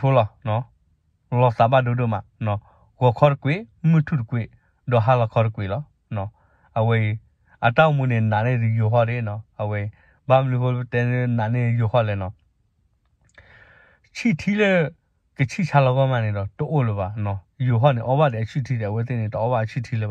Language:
S'gaw Karen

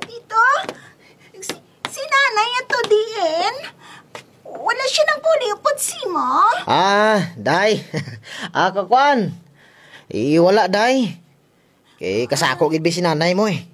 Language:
Kinaray-a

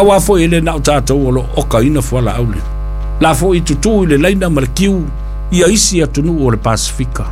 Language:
Samoan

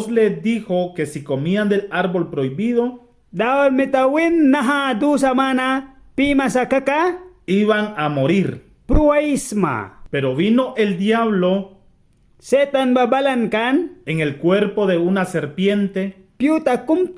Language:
Mískito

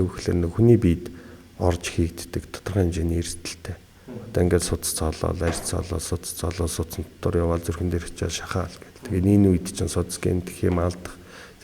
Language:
Mongolian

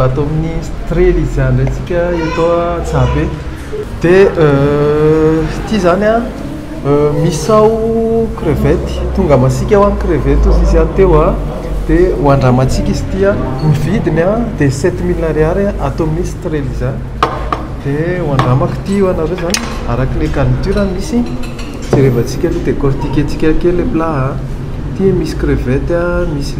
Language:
Malagasy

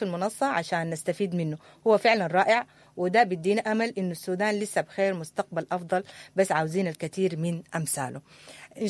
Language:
Sudanese Arabic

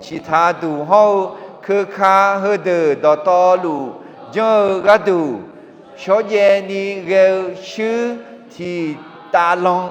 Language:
Akha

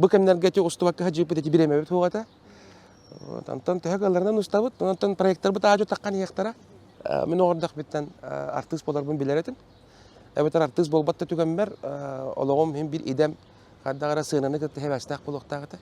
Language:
Yakut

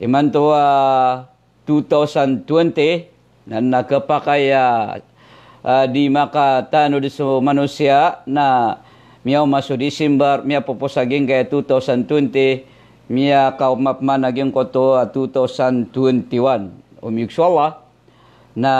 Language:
Maranao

